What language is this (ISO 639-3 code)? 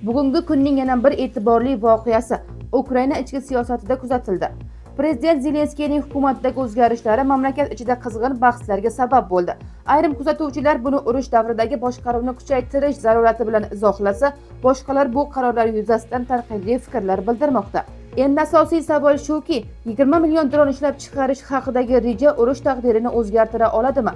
uzb